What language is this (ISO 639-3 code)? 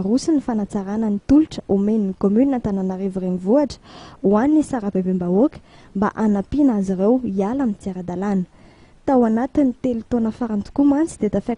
mlg